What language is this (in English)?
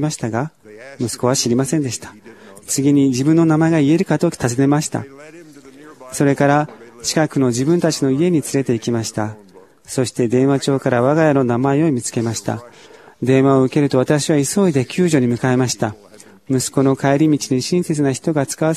Japanese